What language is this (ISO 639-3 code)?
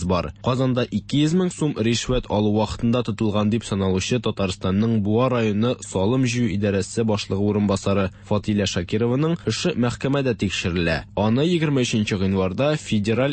tat